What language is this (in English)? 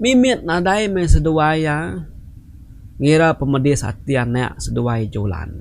Iban